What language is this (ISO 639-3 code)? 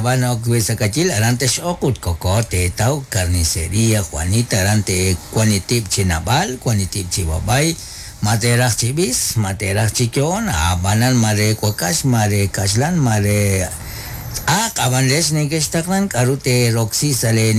kek